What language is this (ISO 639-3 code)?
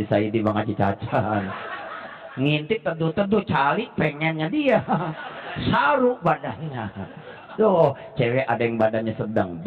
bew